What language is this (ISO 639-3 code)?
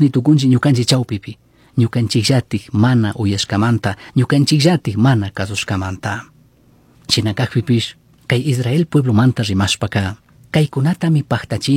qug